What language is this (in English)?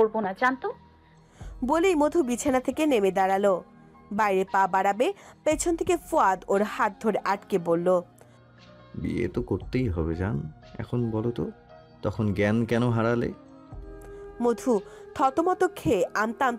Bangla